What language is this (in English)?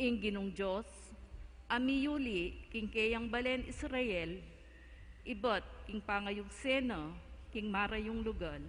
Pampanga